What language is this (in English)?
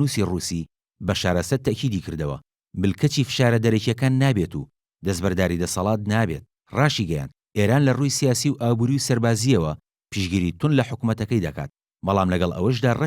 Central Kurdish